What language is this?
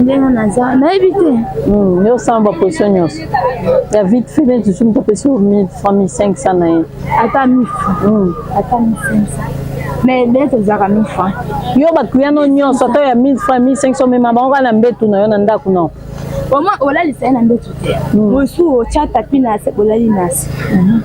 Lingala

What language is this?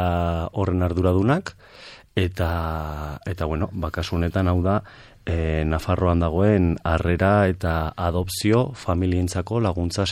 Basque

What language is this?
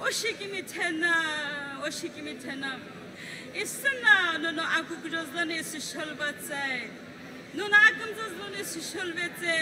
Sumi Naga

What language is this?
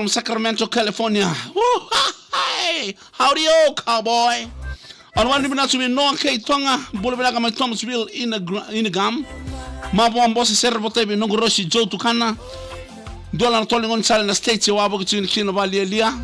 Fijian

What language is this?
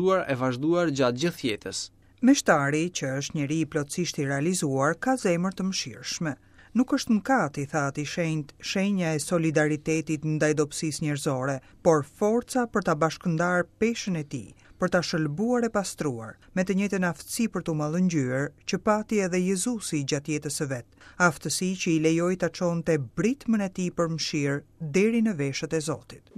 Albanian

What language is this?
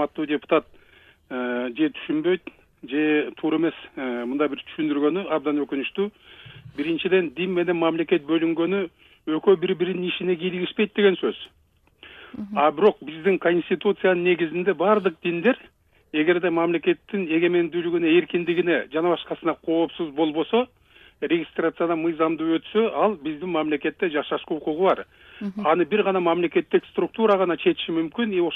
Kyrgyz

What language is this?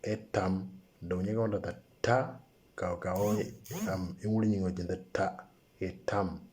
Moro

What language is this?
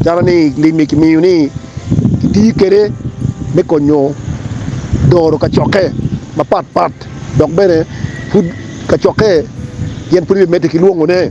Acoli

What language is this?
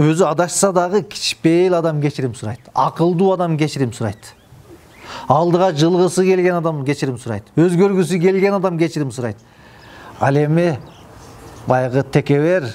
Kyrgyz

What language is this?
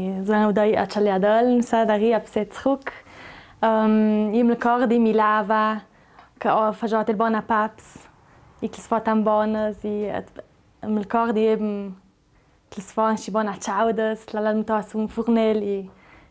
Ladin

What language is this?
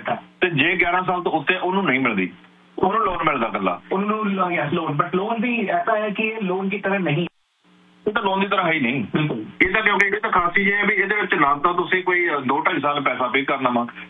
Punjabi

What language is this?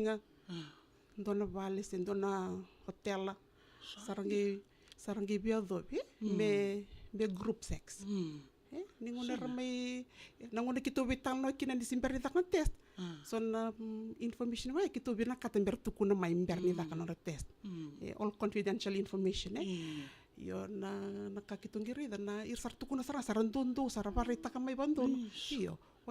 Fijian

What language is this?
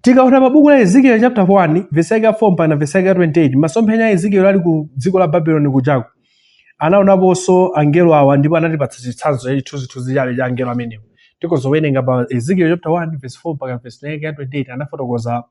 Nyanja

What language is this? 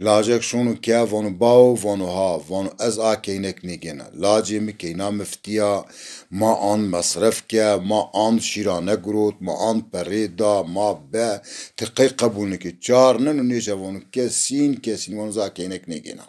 Zaza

